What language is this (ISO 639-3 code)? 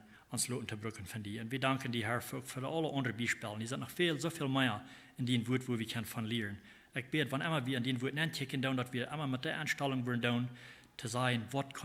pdt